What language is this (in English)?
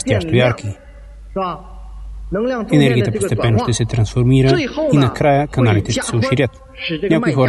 Bulgarian